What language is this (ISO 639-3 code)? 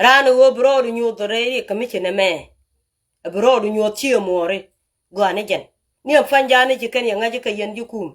nus